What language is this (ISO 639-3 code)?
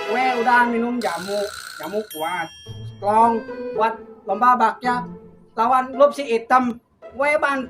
bew